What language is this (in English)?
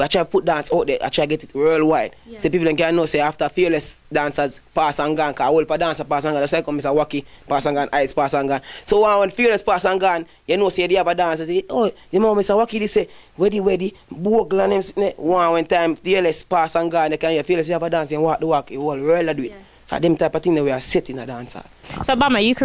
Jamaican Creole English